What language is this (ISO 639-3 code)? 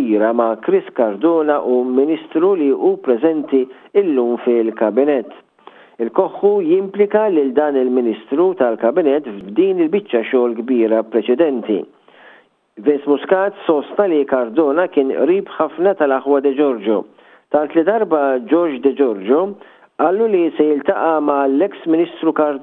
mlt